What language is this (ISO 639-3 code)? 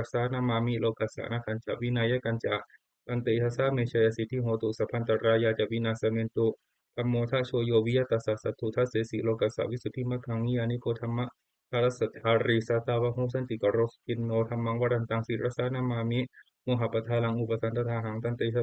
pli